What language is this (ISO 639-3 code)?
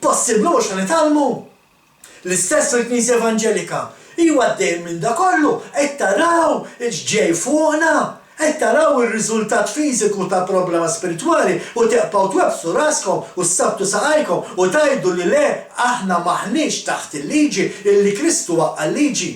mlt